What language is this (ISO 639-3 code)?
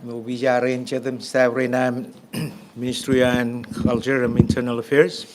mah